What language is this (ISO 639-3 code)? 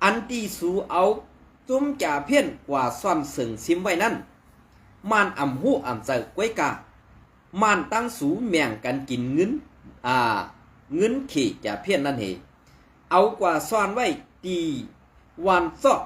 shn